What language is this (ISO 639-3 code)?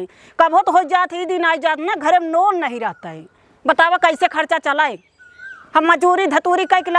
awa